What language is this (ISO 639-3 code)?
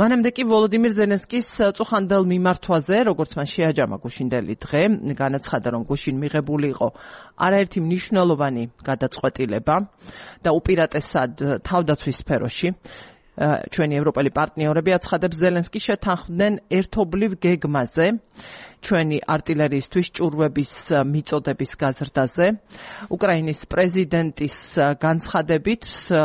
kat